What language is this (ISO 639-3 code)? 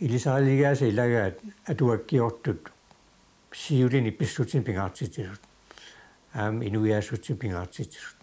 kal